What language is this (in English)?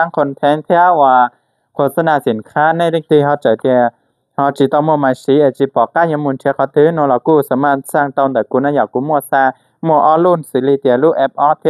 Hmong